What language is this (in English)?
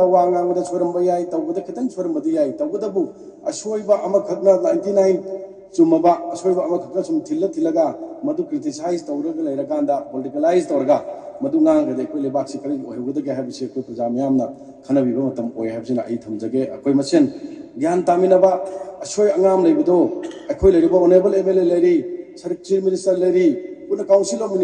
Manipuri